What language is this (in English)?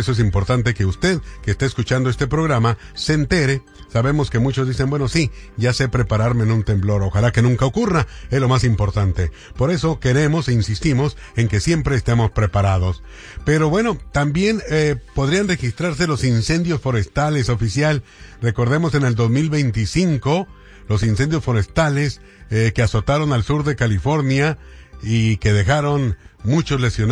Spanish